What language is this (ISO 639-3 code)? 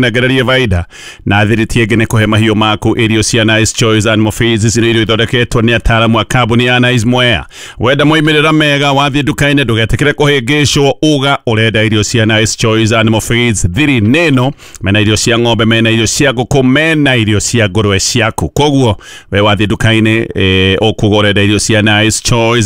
kik